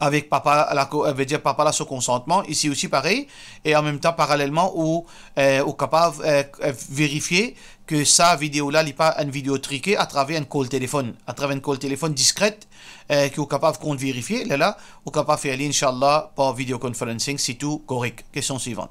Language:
Morisyen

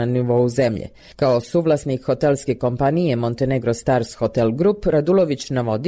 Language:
Serbian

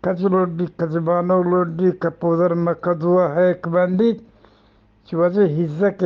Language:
Eastern Balochi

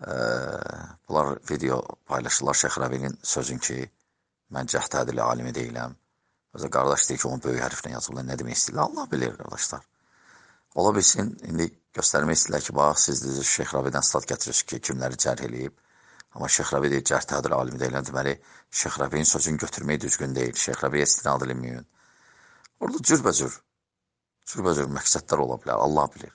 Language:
Azerbaijani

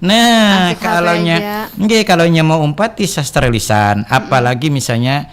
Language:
Banjar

